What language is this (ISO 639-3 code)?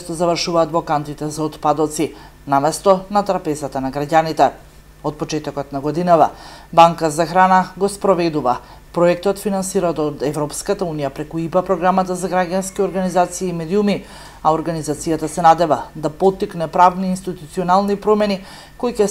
mkd